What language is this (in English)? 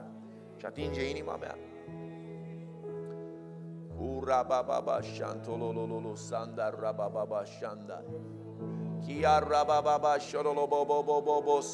Romanian